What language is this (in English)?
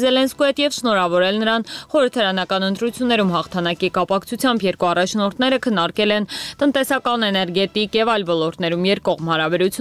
Armenian